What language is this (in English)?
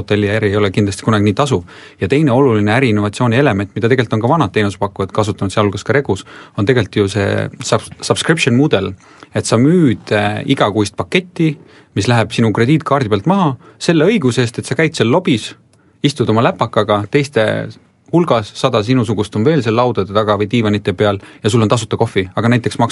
Estonian